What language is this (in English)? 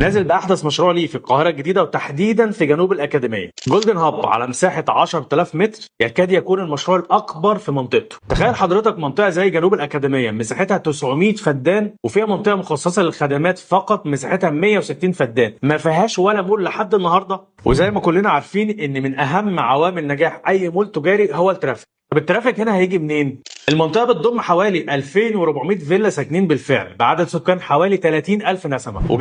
Egyptian Arabic